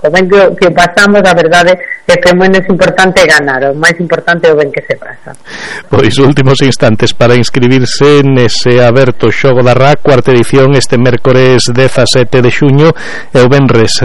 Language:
Galician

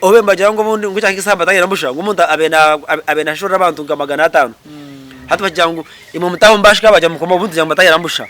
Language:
Nyankole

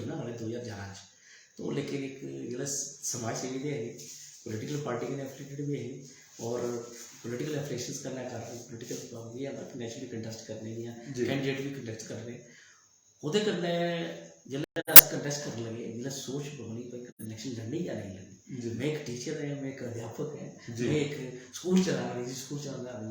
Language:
Dogri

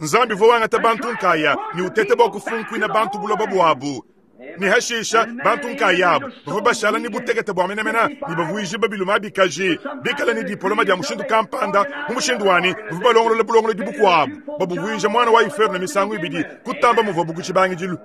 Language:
Luba-Lulua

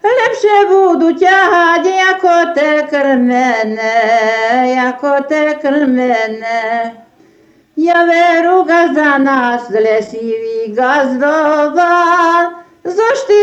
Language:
Serbian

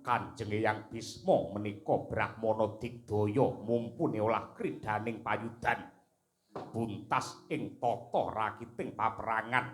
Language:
Javanese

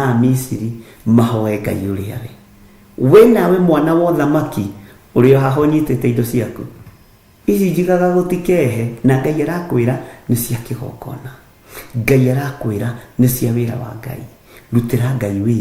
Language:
Kikuyu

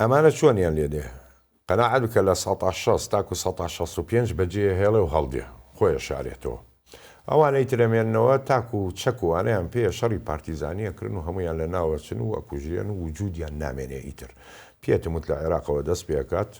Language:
Central Kurdish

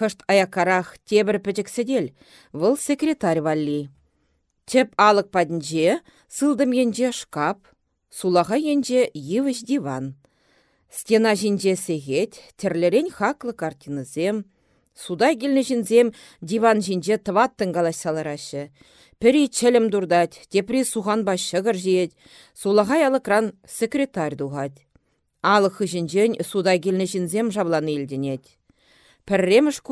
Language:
Chuvash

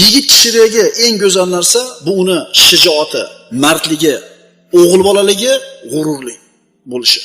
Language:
Uzbek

